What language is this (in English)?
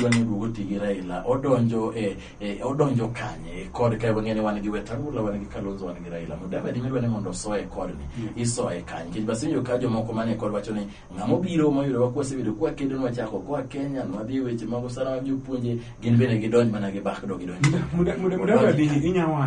Luo (Kenya and Tanzania)